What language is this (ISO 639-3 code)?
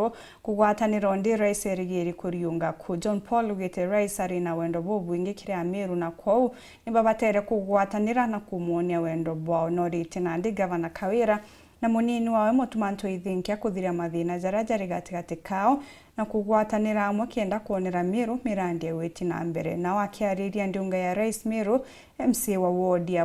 mer